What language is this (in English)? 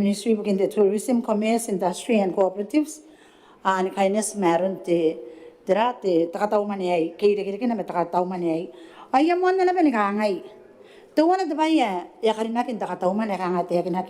Gilbertese